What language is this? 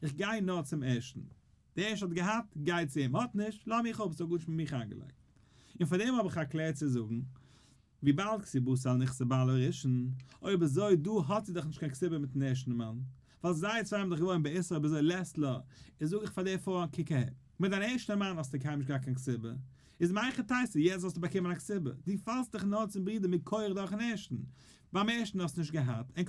Yiddish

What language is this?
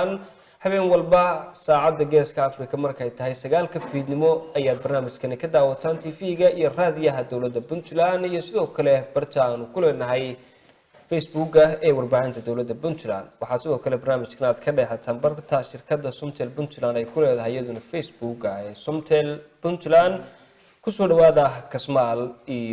Somali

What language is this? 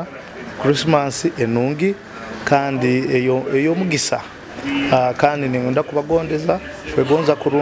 Nyoro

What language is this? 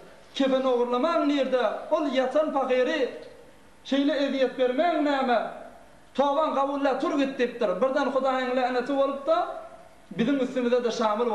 Turkmen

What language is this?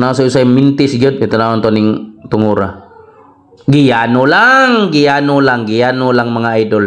Cebuano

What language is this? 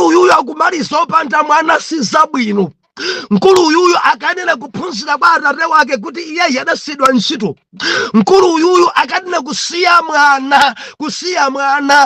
Nyanja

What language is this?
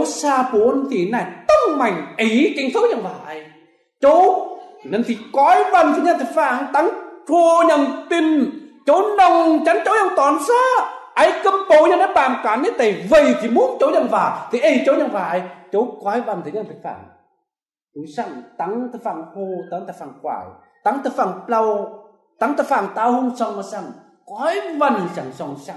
Kim Mun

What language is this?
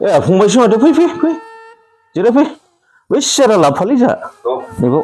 Bodo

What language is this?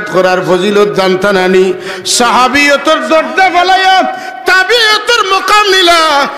Sylheti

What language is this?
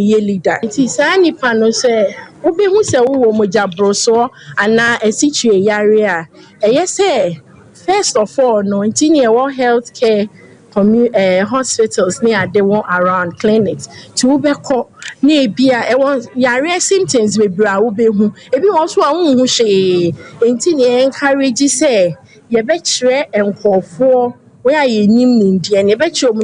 Akan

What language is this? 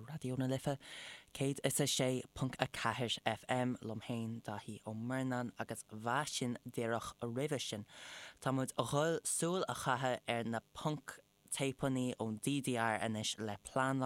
Irish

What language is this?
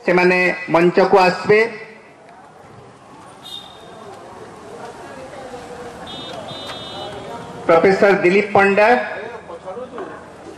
Odia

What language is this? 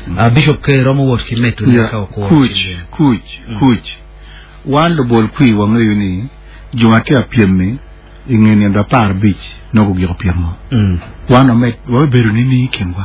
Acoli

